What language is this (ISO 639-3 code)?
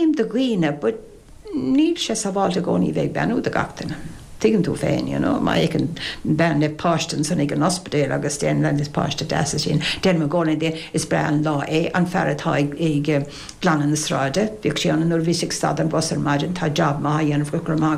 gle